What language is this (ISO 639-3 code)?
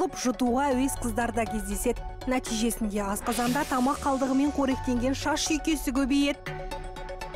kaz